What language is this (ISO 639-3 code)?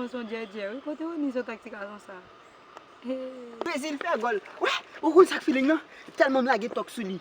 hat